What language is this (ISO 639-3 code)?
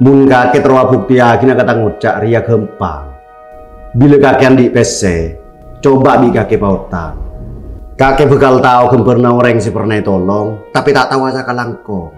mad